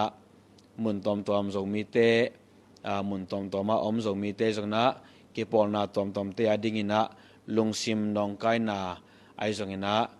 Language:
Tedim Chin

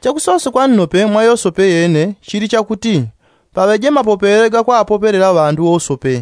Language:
Yao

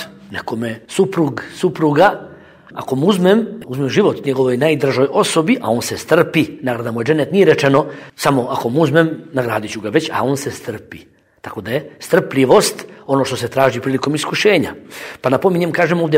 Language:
Bosnian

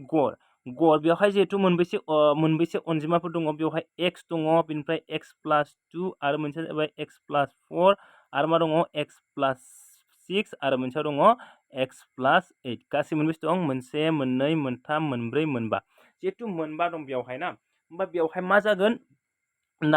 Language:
Bodo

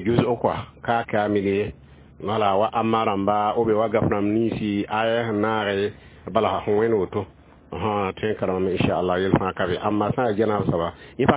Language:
Mossi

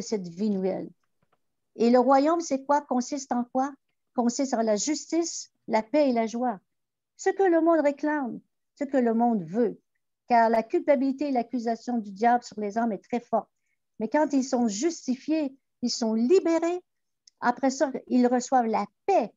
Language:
French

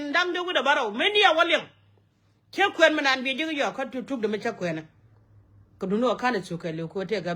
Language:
Nuer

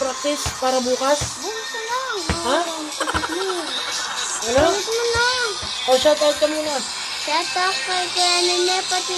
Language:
Filipino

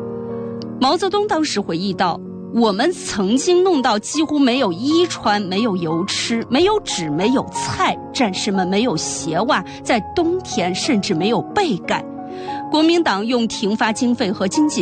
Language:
Chinese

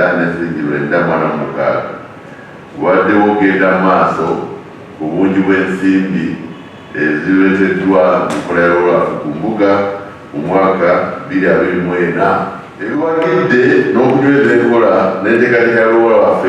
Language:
Ganda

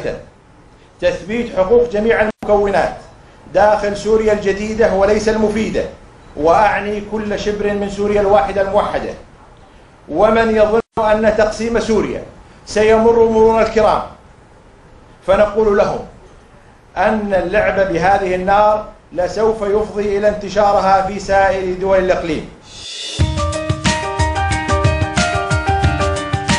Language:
Egyptian Arabic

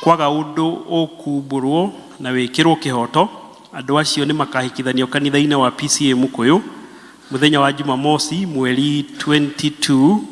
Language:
Kikuyu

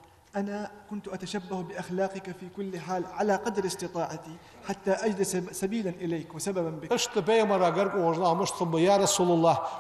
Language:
Ingush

